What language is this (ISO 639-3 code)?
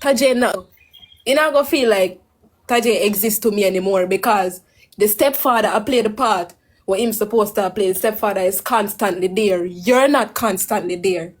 jam